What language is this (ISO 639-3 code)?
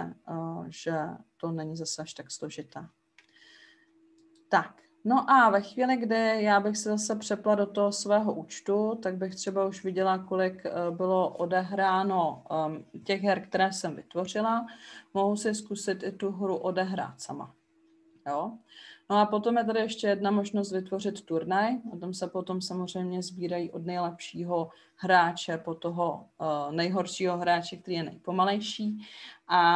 ces